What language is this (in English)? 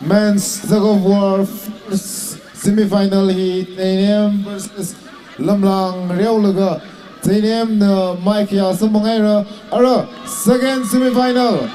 Tangkhul Naga (India)